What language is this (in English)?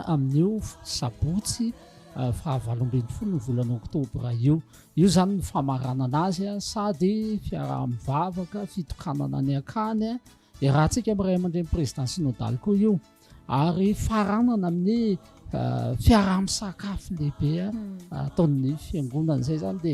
Malagasy